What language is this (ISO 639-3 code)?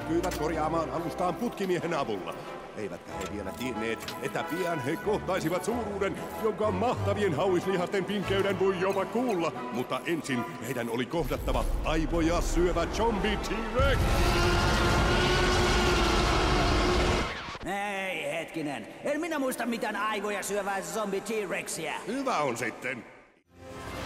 fin